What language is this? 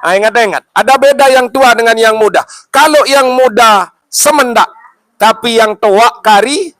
Sasak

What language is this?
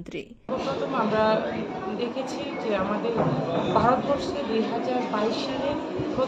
Kok Borok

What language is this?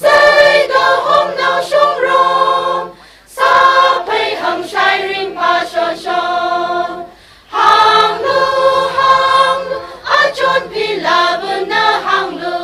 Tangkhul Naga (India)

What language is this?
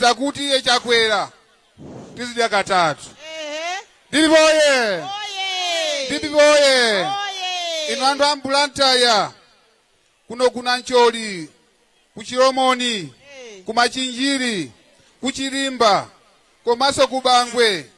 Nyanja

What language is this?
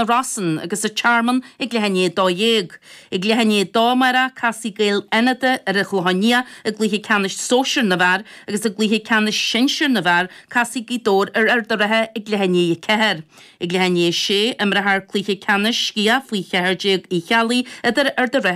Irish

